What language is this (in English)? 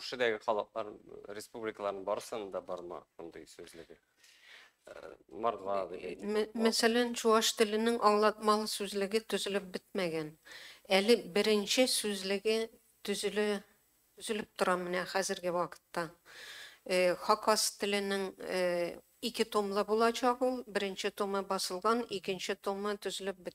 Tatar